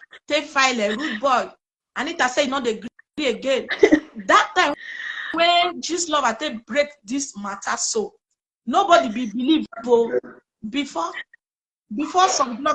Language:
Nigerian Pidgin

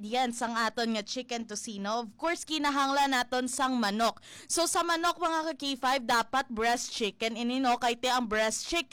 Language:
Hiligaynon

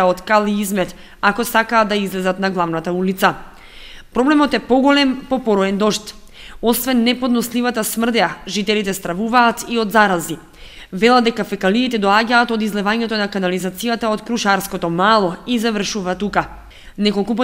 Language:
Macedonian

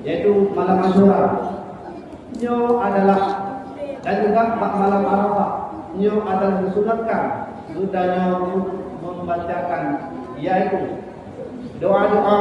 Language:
Achinese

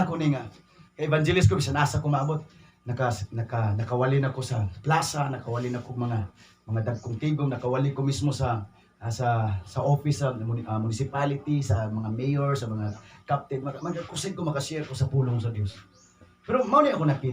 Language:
Cebuano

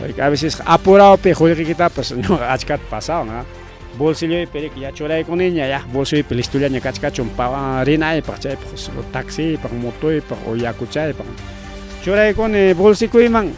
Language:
Ayacucho Quechua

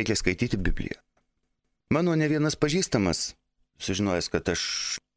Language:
Lithuanian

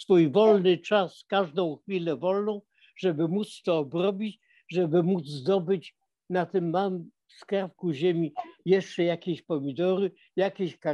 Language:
Polish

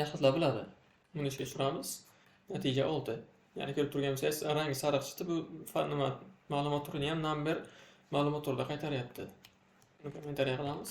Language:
Uzbek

